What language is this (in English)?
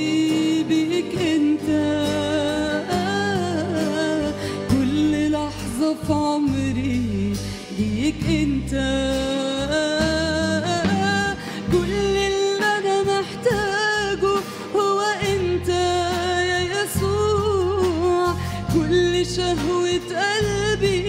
Egyptian Arabic